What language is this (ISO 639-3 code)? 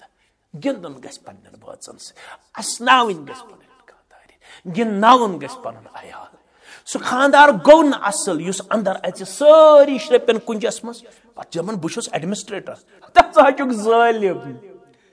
kas